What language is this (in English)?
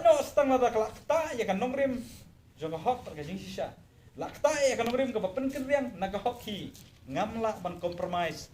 Khasi